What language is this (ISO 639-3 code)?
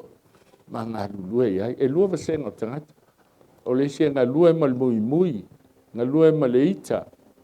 smo